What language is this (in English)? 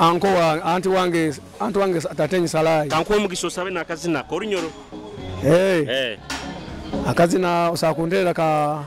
Nyoro